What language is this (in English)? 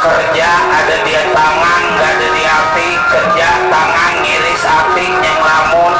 Betawi